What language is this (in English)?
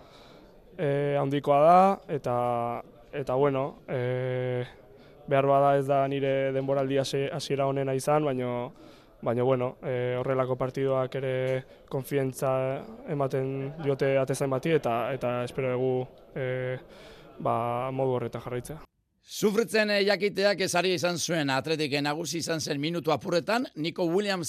Basque